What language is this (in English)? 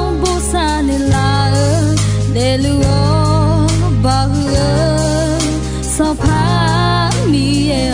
Akha